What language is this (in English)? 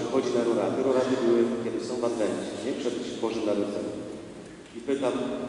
Polish